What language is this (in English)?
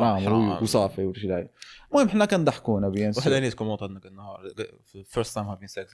Moroccan Arabic